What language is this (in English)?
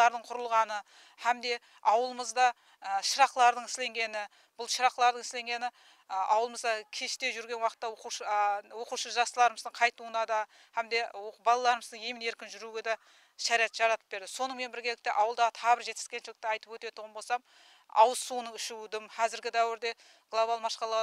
Kara-Kalpak